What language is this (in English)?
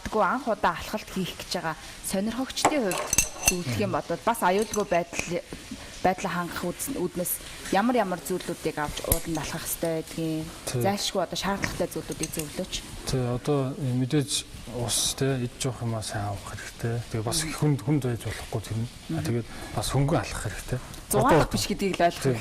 Mongolian